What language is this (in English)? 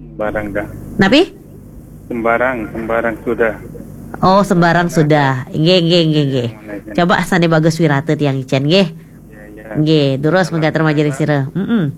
Balinese